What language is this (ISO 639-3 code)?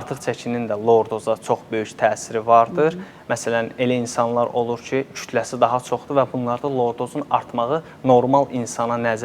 aze